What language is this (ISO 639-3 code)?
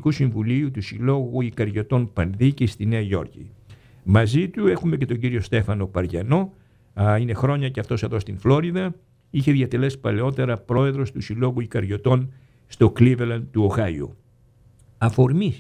ell